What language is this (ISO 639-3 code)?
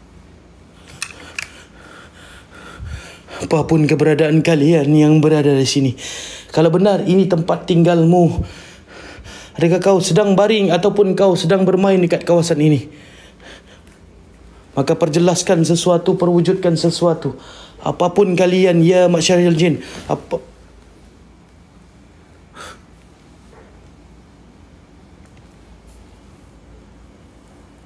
msa